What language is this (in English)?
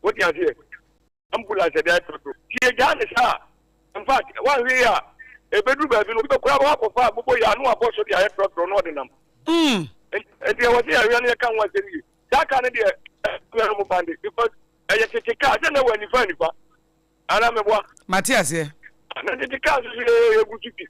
Akan